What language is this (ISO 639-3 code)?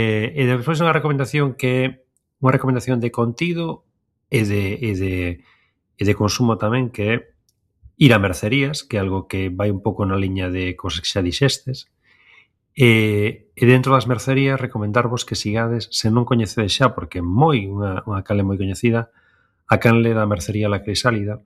glg